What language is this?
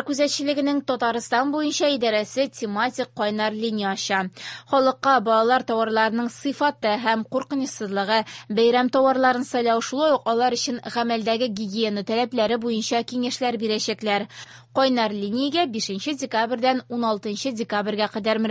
Tatar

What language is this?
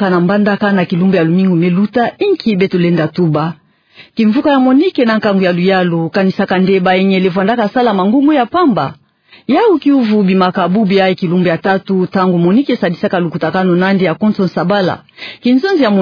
Kituba (Democratic Republic of Congo)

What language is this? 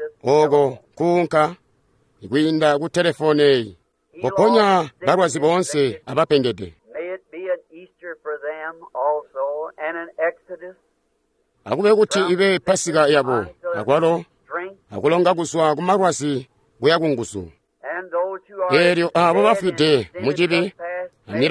Tonga (Zambia)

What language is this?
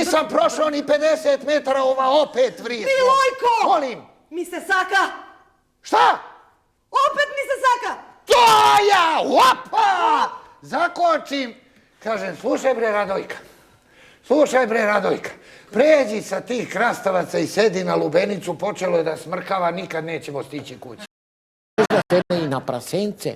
Serbian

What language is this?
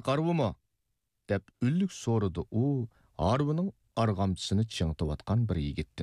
Uyghur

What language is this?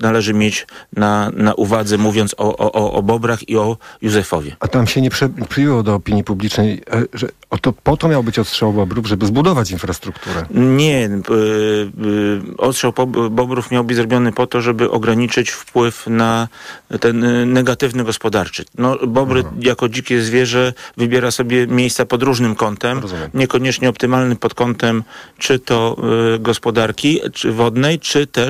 Polish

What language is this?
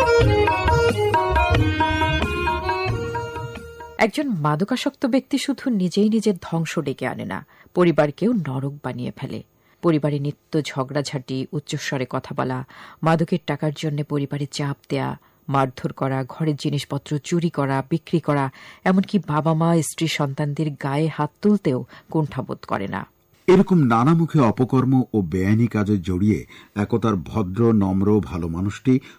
Bangla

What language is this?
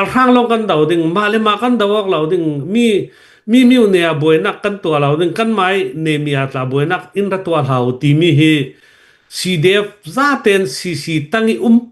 Hakha Chin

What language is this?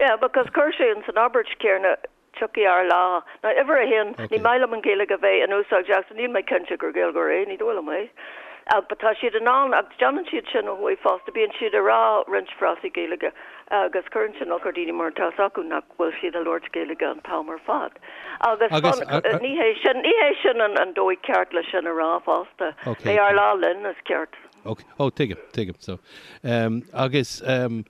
Irish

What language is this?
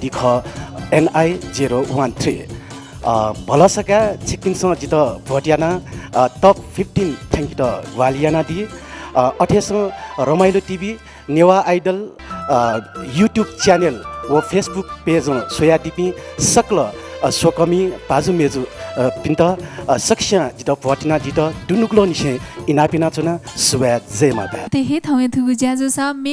Newari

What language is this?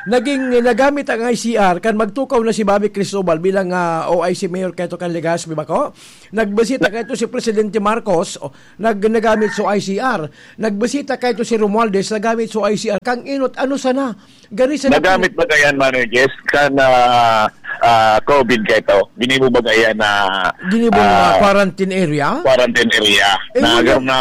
Bikol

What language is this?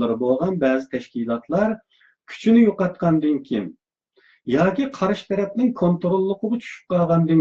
Uyghur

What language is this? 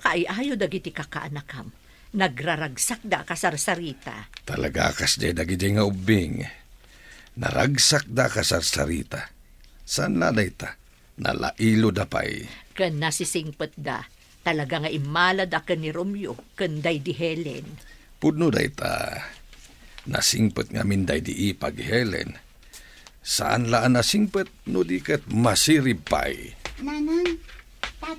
Iloko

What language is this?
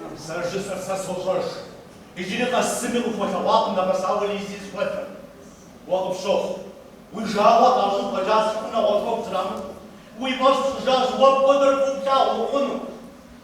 Kabardian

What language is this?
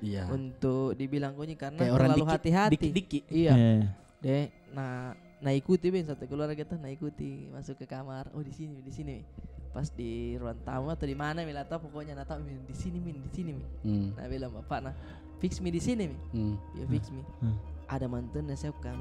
Makassar Malay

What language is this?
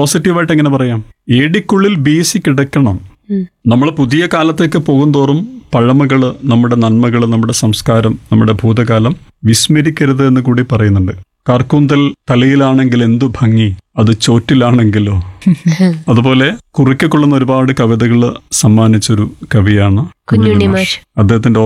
Malayalam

